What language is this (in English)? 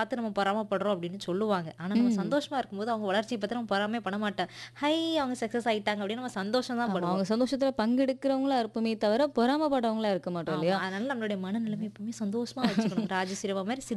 Tamil